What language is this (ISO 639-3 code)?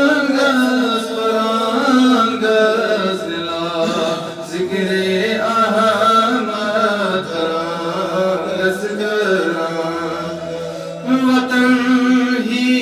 kas